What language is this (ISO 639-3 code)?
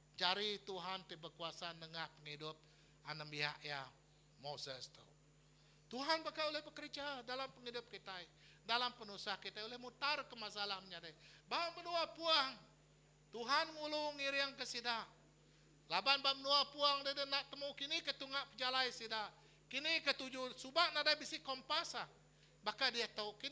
iba